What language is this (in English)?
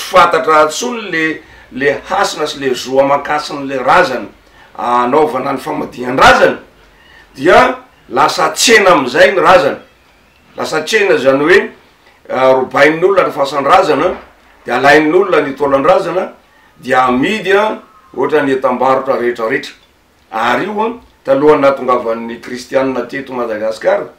Malagasy